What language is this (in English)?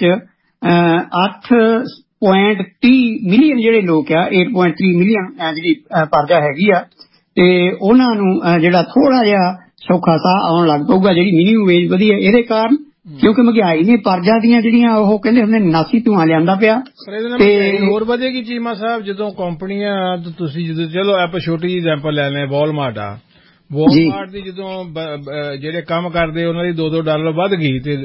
Punjabi